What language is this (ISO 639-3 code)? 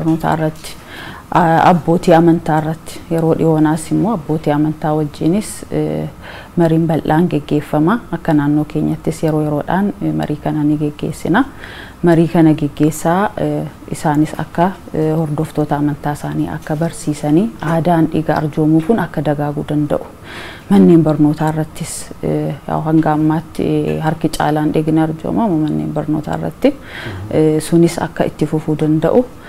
orm